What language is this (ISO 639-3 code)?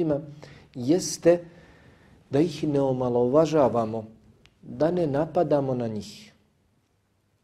bos